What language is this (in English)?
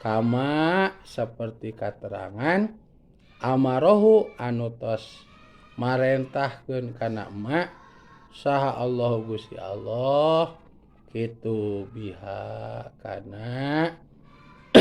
Sundanese